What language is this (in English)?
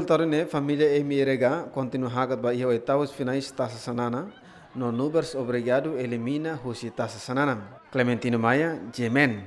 Tetum